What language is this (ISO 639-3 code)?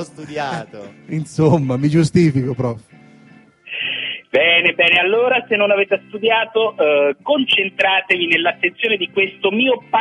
ita